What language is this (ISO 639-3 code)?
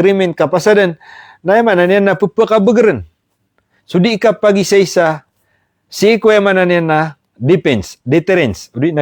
mrw